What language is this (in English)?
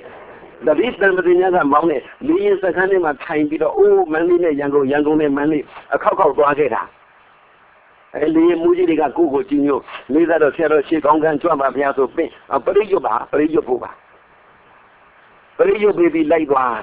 Burmese